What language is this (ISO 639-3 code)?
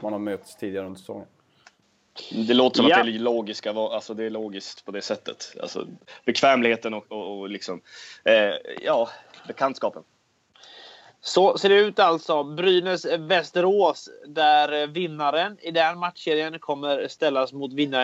swe